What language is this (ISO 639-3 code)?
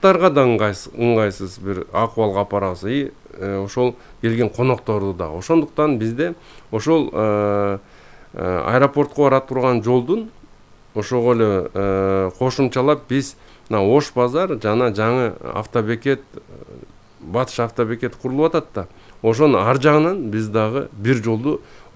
kir